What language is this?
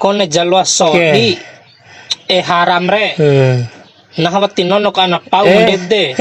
Bima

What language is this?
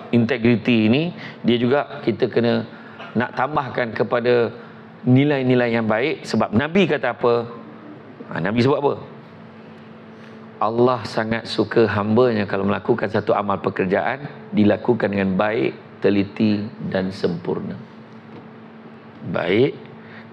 Malay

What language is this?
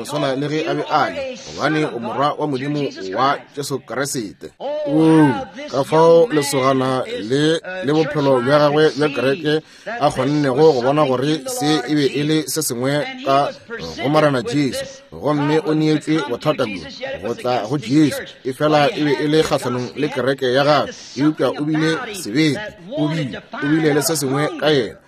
Northern Sotho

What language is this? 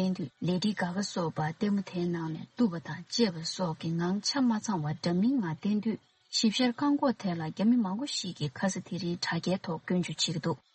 Tibetan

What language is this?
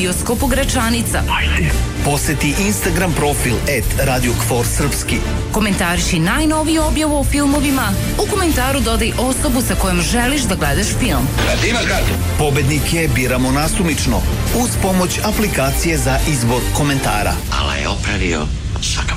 Serbian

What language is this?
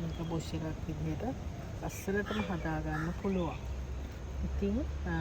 Sinhala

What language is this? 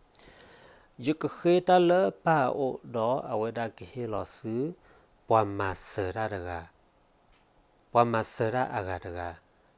S'gaw Karen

